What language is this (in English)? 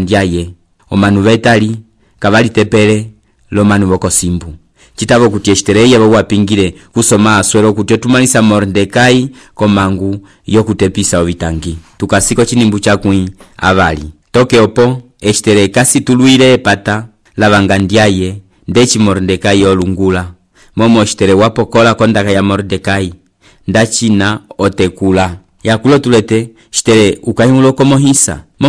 Umbundu